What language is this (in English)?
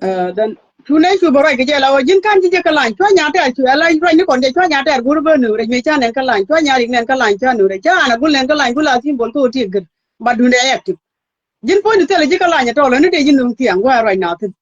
Nuer